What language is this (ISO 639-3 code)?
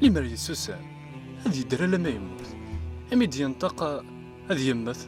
kab